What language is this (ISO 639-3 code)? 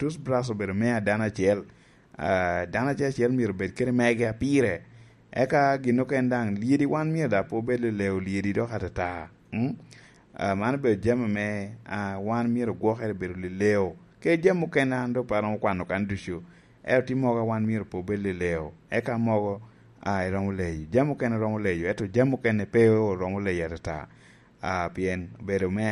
laj